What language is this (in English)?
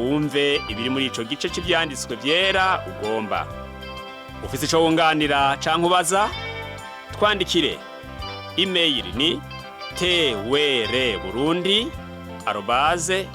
Rundi